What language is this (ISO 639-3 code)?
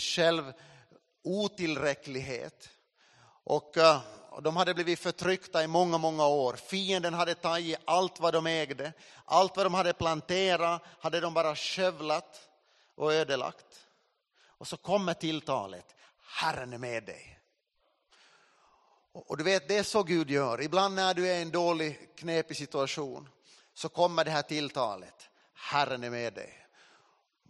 swe